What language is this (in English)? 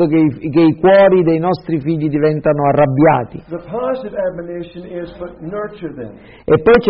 Italian